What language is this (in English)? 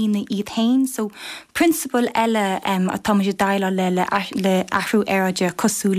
Irish